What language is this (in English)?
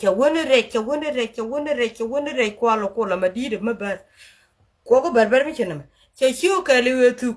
Nuer